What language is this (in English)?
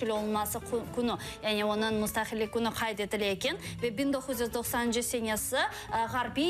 Crimean Tatar